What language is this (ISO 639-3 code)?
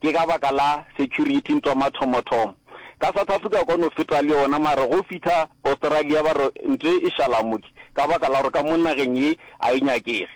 nso